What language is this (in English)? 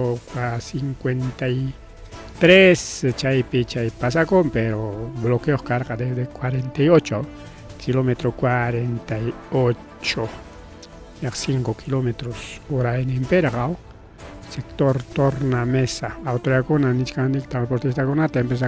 Ayacucho Quechua